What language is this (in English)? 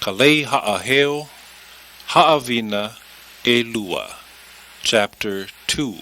Hawaiian